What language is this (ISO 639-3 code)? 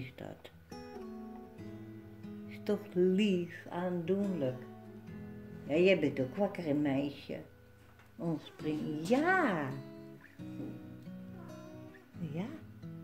nld